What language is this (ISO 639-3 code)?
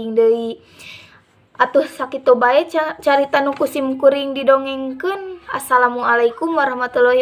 sun